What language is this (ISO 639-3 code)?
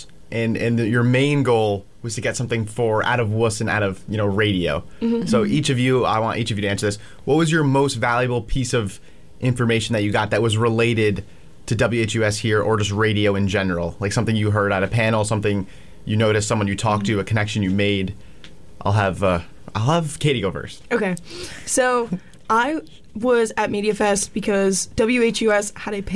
eng